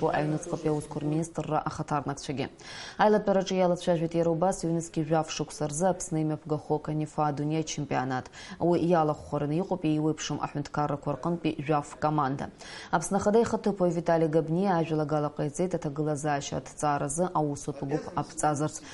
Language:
Abkhazian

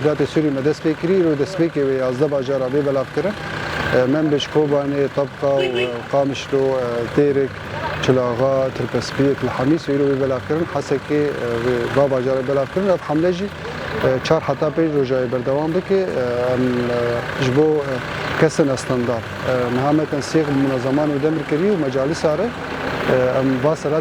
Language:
Kurdish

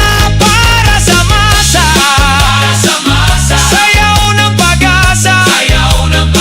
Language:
Bikol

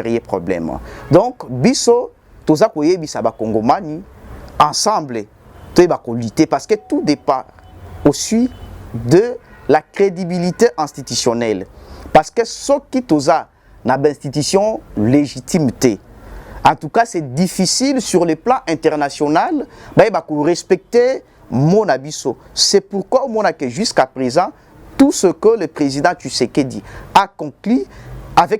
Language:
Lingala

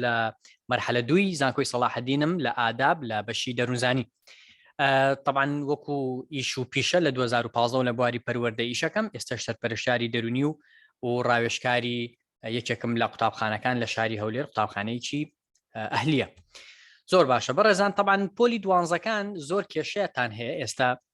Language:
Central Kurdish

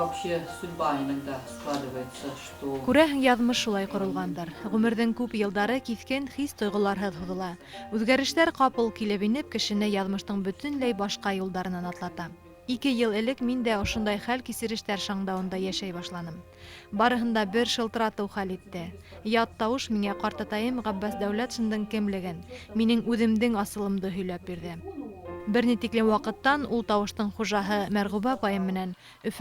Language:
Bashkir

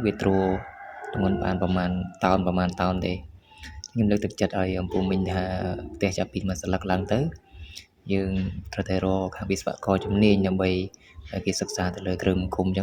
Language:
Khmer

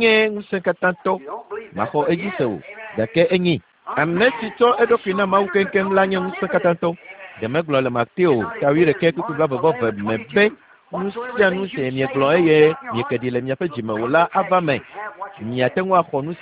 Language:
Ewe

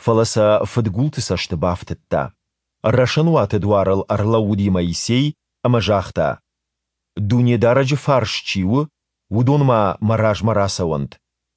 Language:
Ossetic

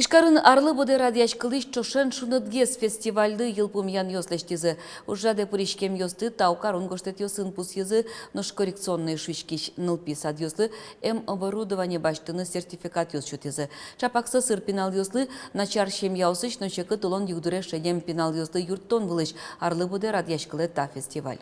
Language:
Udmurt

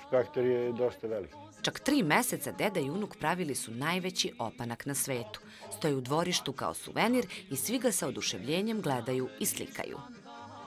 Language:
Serbian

